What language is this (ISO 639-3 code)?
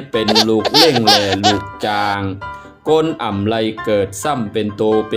shn